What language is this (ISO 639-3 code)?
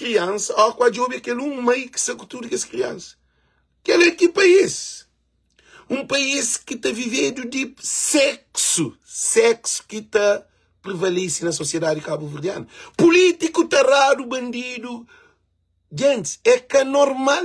kea